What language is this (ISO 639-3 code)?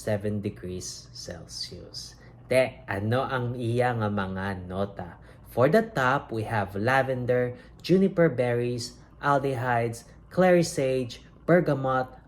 hil